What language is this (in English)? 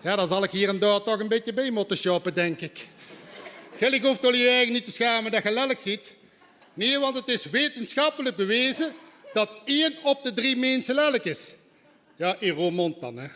Limburgish